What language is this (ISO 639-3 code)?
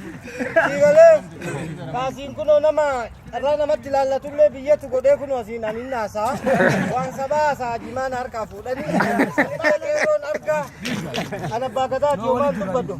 orm